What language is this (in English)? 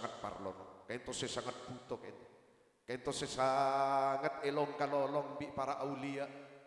Madurese